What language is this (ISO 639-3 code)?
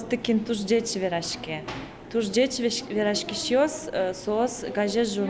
udm